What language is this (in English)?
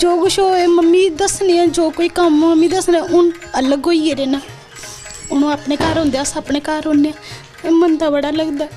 Dogri